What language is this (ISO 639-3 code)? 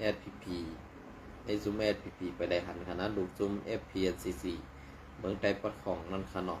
shn